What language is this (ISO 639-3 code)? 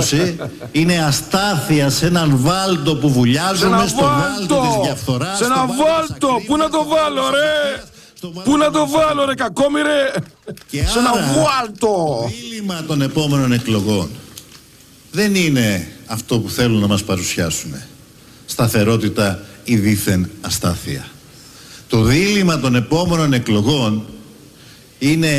ell